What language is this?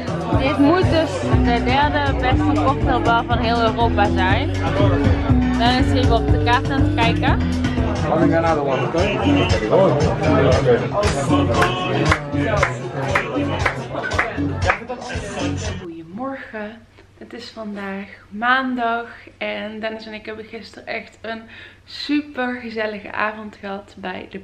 Dutch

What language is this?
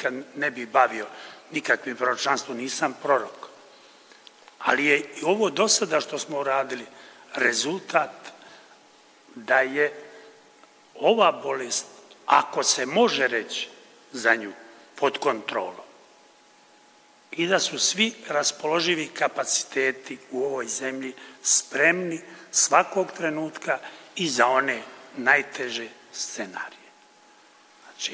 Serbian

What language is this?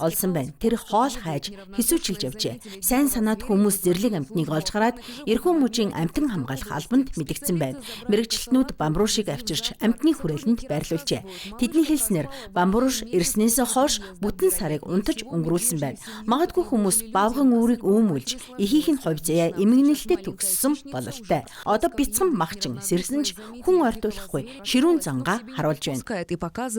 Mongolian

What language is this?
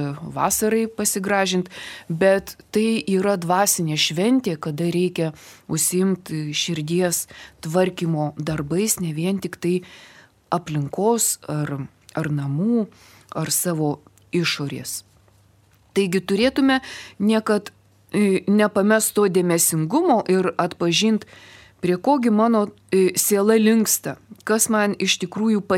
Lithuanian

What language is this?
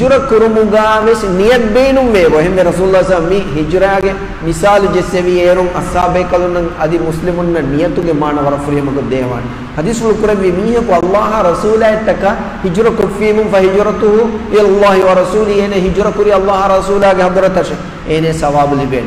Divehi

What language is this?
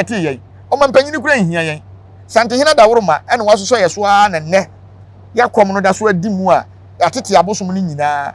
Akan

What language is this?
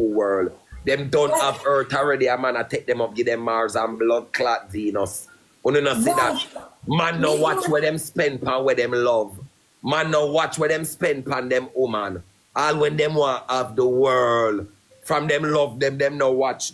Jamaican Creole English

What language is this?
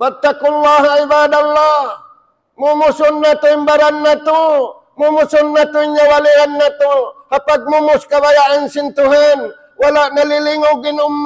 Tausug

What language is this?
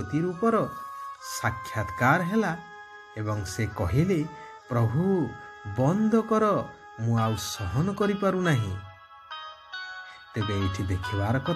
Odia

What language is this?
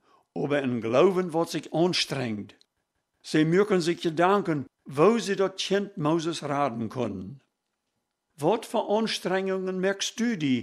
Plautdietsch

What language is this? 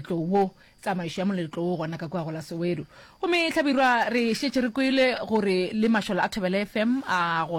Northern Sotho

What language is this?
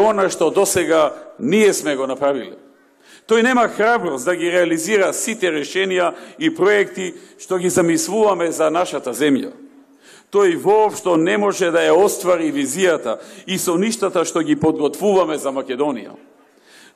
Macedonian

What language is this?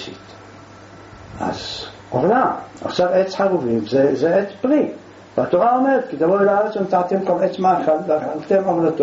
Hebrew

